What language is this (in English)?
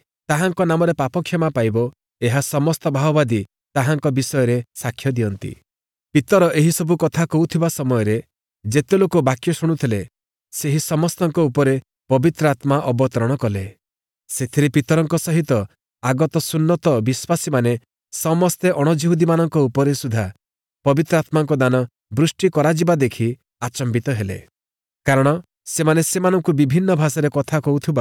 Odia